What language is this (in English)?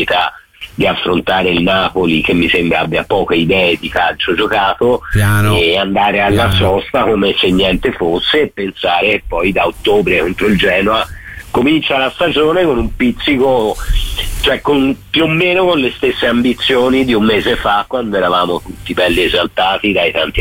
Italian